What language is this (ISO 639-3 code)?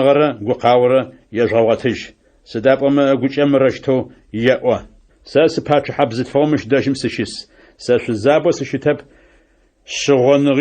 ady